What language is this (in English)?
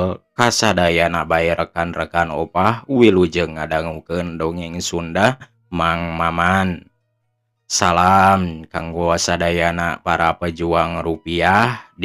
Sundanese